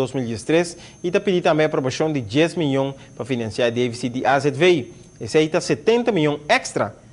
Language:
Papiamento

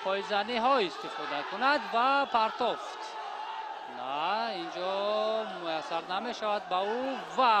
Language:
Tajik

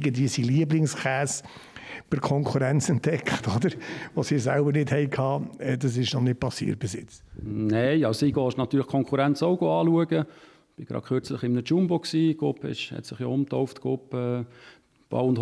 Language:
Swiss German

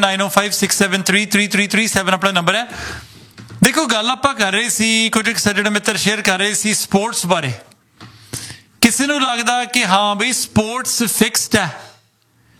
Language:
Punjabi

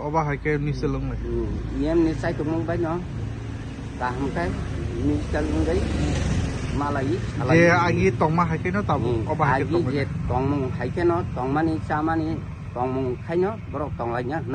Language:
Kok Borok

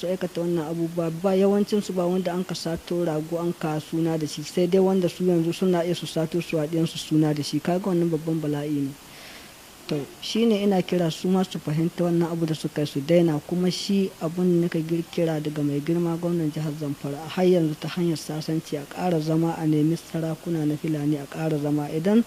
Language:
Hausa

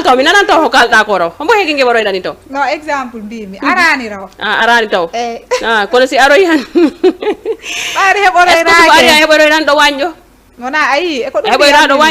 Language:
Fula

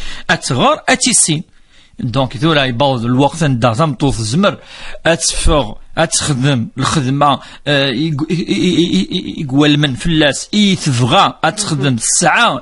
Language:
Kabyle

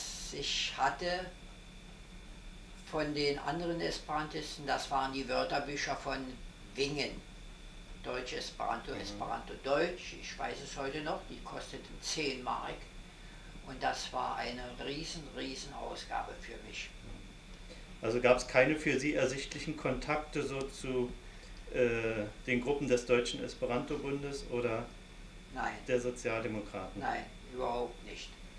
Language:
German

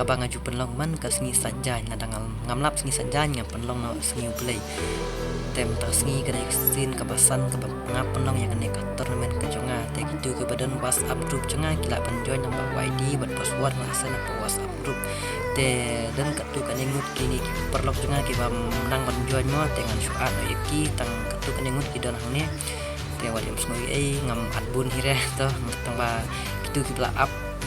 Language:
Khasi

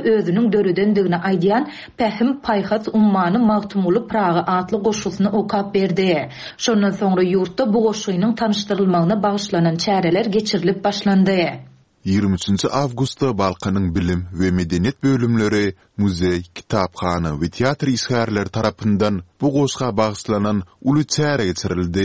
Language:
Turkmen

